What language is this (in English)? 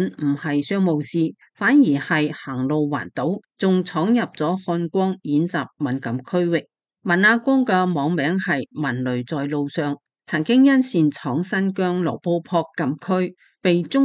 Cantonese